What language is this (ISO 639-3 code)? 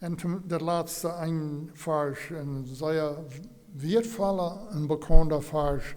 pdt